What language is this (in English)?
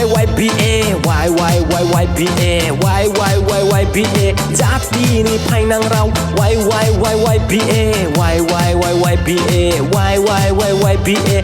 Riang (India)